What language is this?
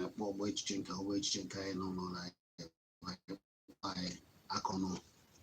Igbo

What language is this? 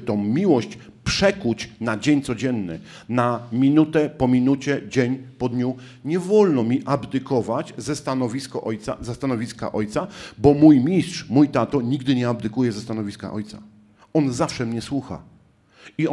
Polish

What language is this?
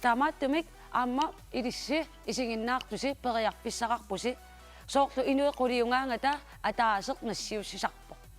Kalaallisut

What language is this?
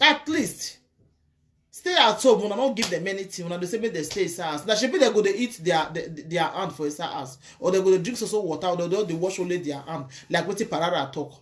Nigerian Pidgin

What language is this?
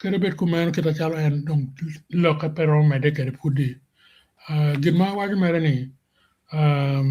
Acoli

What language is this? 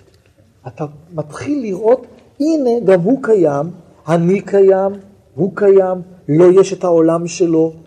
Hebrew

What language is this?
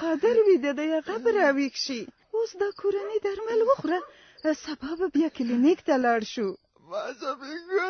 Pashto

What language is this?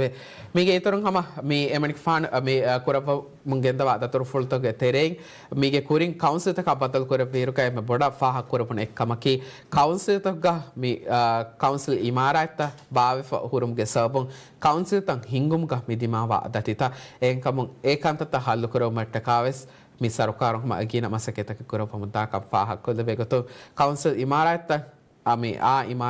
Divehi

